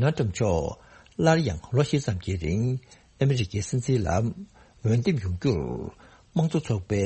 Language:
Tibetan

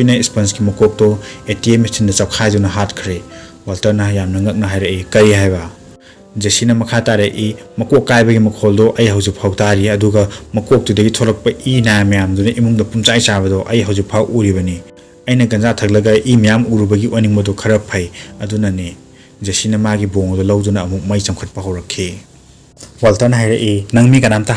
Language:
Manipuri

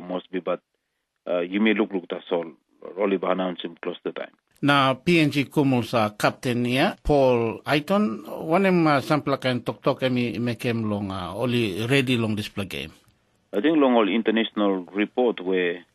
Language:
Tok Pisin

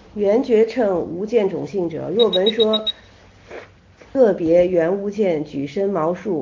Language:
Chinese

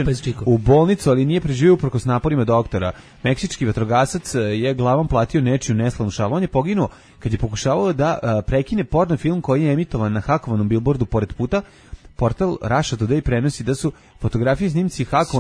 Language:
Serbian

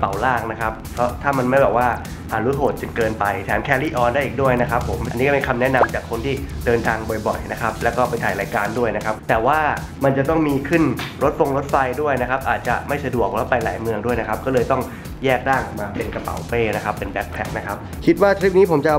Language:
Thai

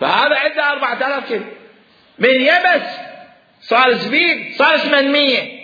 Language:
Mesopotamian Arabic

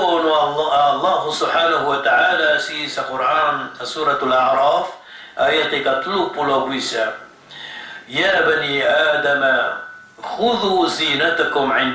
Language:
Maranao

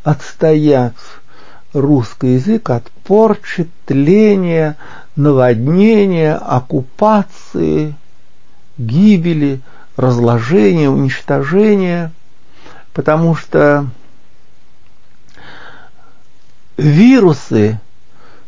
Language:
Russian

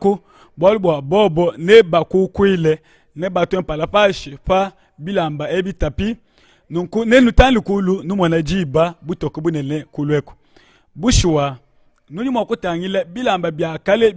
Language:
Luba-Lulua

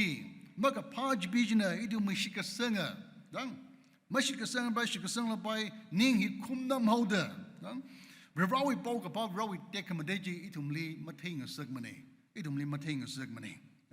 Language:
Tangkhul Naga (India)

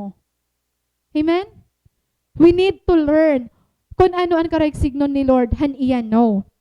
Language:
Waray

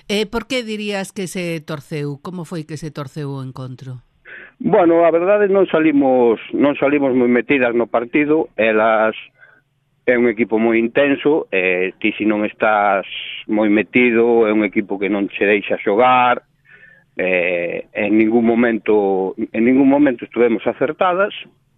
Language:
Galician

